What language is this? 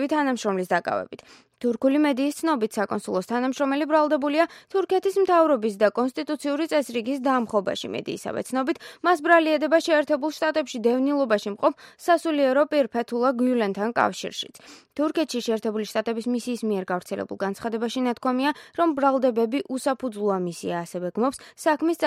Georgian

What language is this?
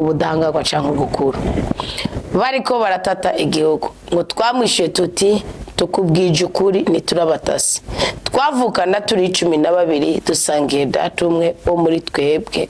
Rundi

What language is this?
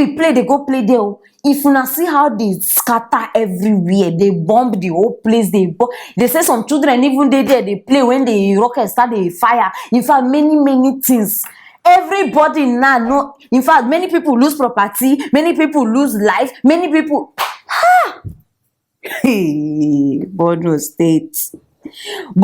Nigerian Pidgin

